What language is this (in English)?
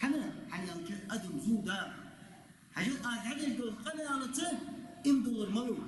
Ingush